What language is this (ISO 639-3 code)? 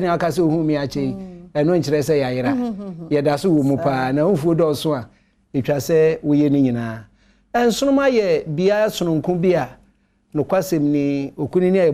aka